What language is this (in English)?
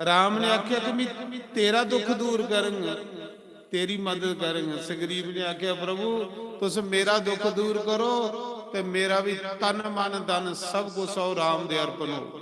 Dogri